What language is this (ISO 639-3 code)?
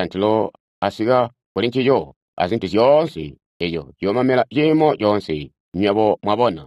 toi